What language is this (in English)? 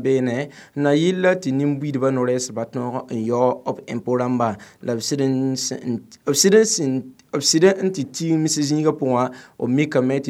Mossi